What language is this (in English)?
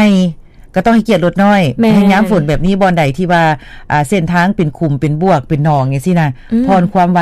Lao